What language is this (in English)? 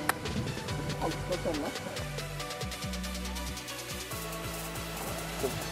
Norwegian